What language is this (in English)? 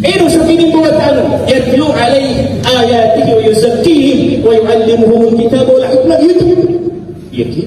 Maranao